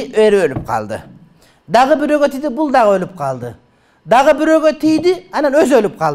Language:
Kyrgyz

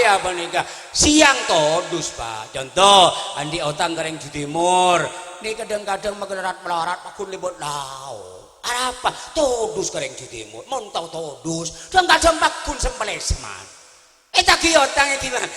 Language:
Madurese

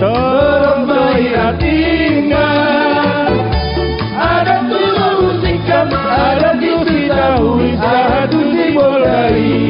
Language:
Batak Toba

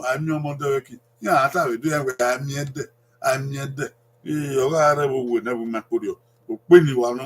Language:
Bini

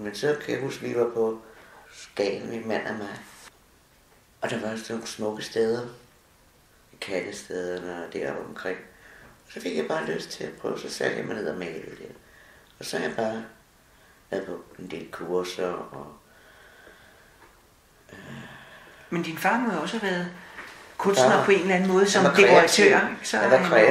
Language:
Danish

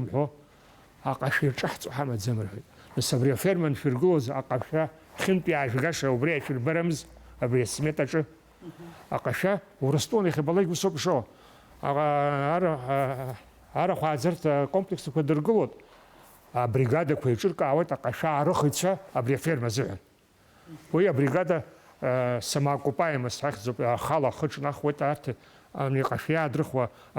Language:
Abkhazian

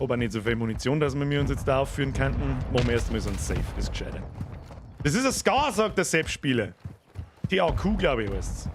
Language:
Bavarian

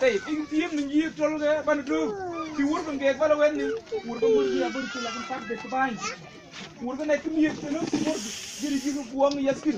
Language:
Mabaan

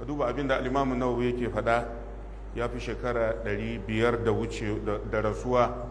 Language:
Hausa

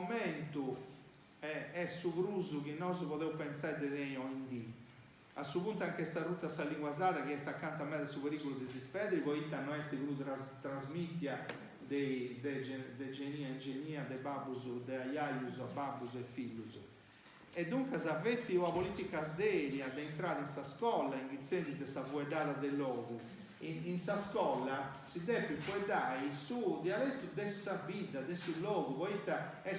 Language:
Sardinian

